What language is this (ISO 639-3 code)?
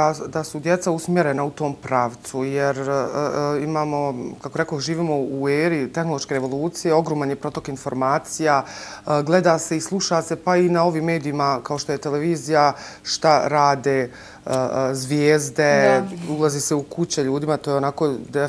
bos